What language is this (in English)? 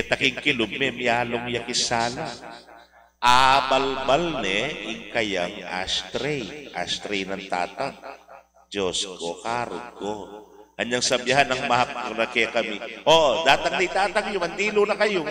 Pampanga